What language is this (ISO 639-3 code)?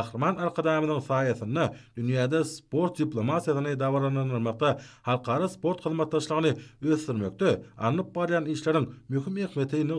tuk